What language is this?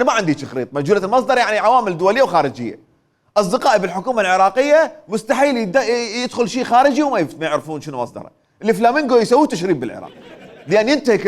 Mesopotamian Arabic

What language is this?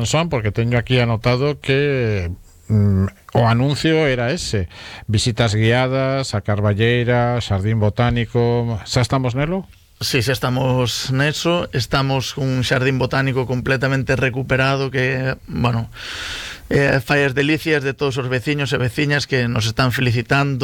Galician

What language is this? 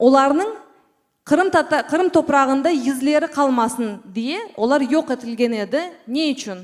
Crimean Tatar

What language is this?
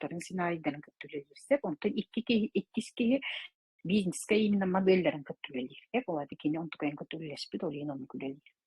Yakut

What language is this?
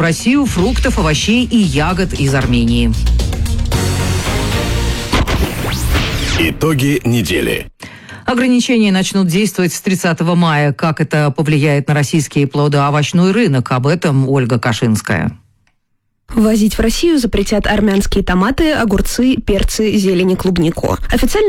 Russian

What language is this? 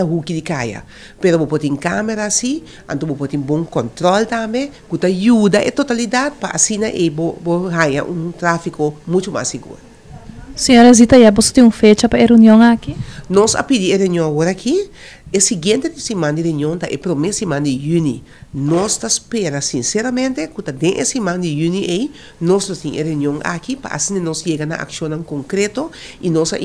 Papiamento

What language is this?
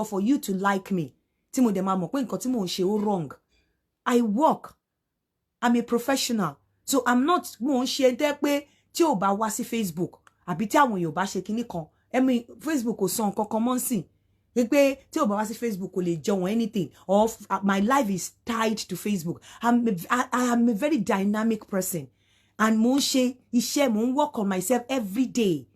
Yoruba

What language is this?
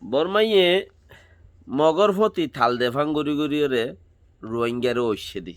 Rohingya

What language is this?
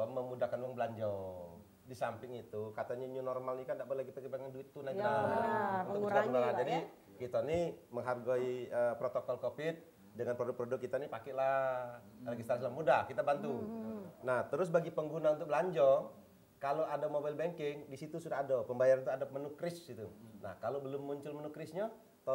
Musi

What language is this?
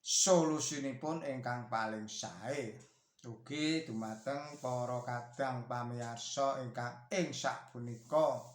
Javanese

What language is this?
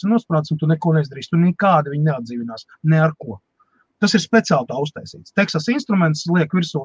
Latvian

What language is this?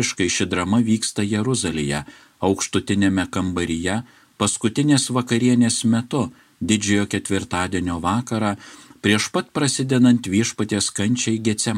Lithuanian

